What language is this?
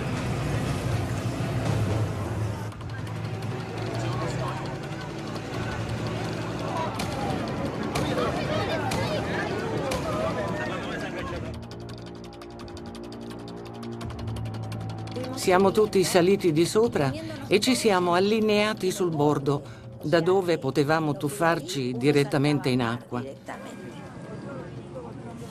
Italian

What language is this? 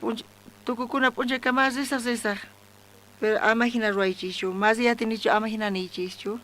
South Bolivian Quechua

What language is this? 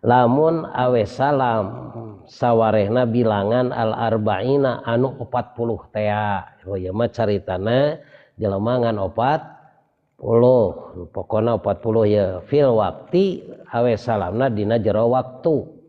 Sundanese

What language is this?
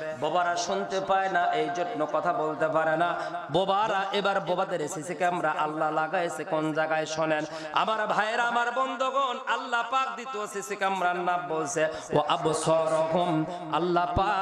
Bangla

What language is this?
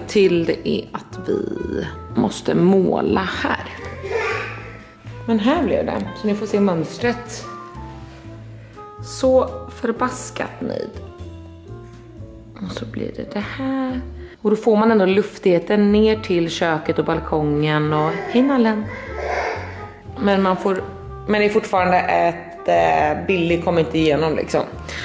Swedish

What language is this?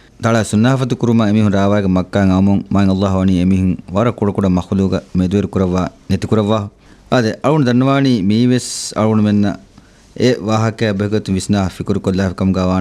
Divehi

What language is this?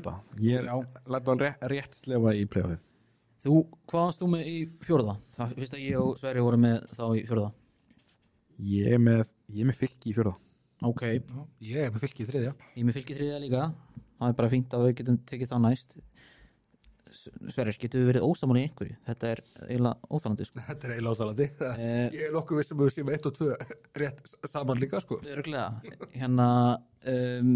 Icelandic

